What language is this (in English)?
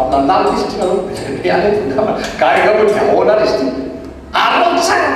Malagasy